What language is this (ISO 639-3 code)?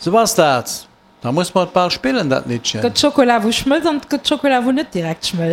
ltz